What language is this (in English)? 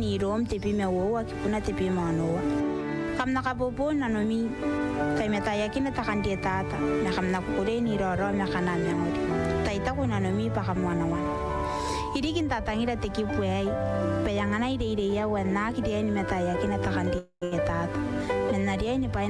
Gilbertese